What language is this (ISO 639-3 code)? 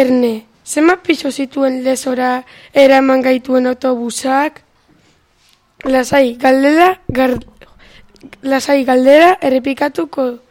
eus